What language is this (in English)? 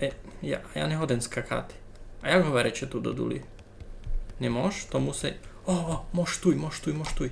Rusyn